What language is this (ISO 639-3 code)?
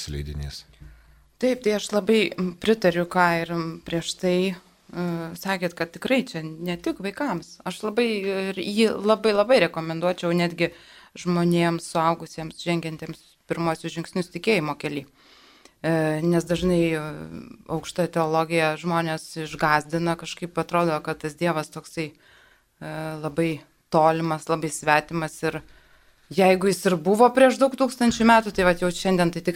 lit